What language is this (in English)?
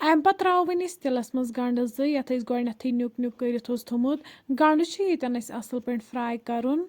Kashmiri